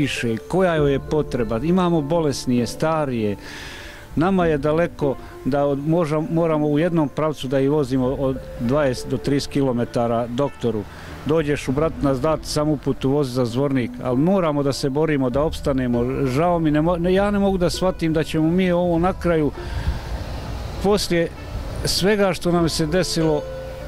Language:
Bosnian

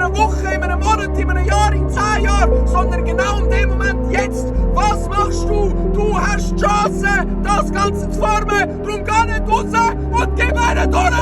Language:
Swiss German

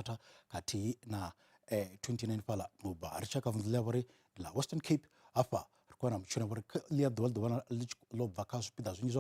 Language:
Venda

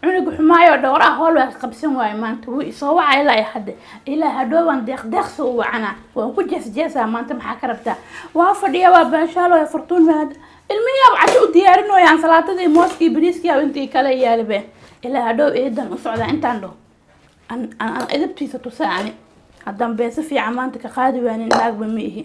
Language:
Somali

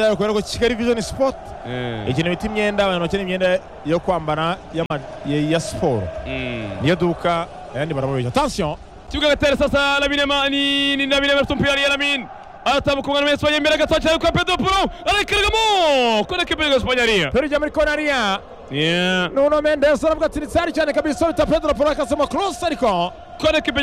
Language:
Kinyarwanda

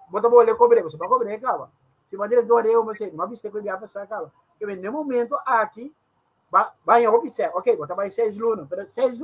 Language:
Papiamento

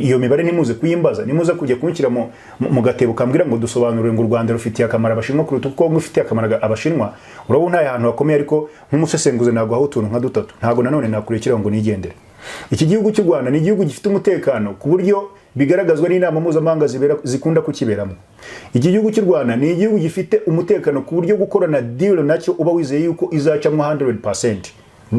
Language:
Kinyarwanda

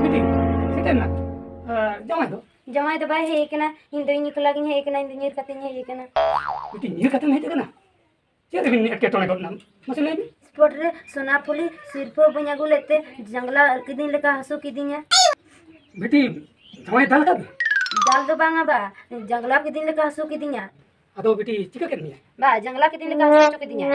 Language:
Santali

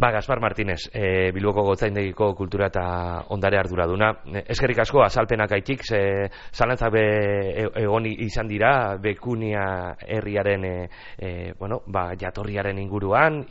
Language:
Basque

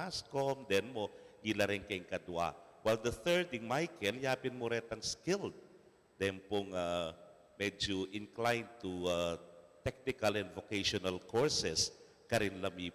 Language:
Pampanga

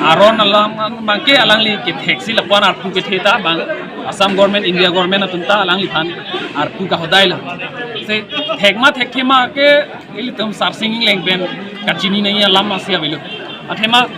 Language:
Karbi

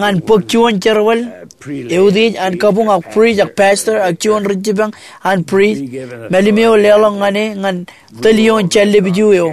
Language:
Marshallese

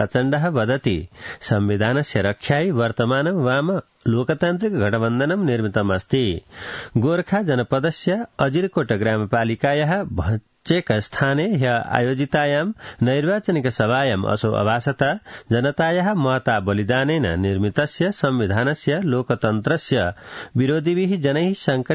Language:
Sanskrit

